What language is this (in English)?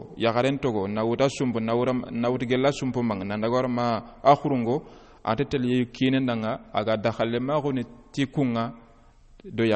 Soninke